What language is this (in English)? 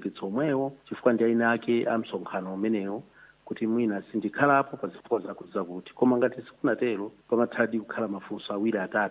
Nyanja